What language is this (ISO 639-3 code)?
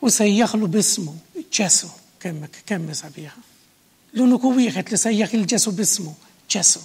mlt